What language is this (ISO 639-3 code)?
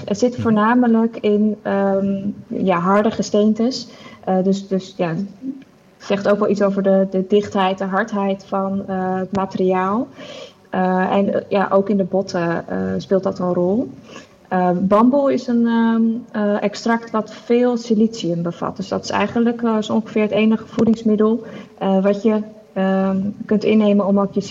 nld